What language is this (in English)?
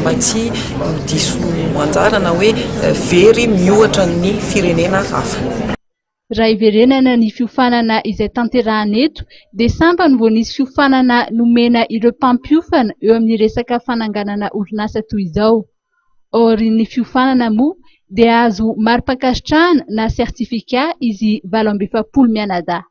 Malagasy